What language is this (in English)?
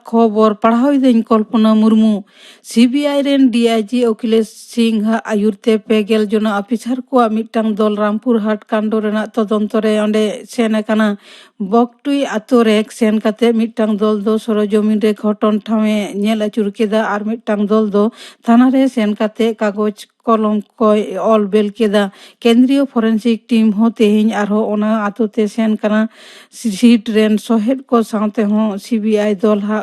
Santali